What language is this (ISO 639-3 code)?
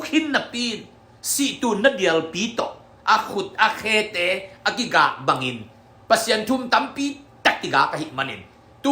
ctd